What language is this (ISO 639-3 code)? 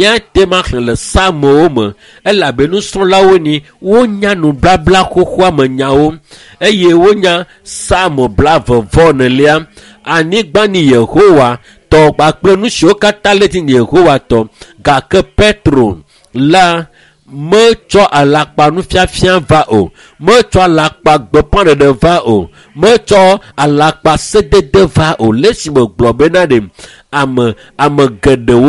ewe